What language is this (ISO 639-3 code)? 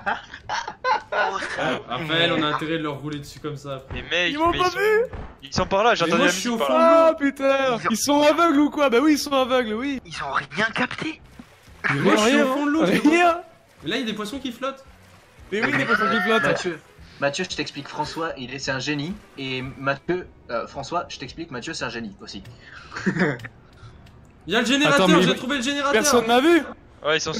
fra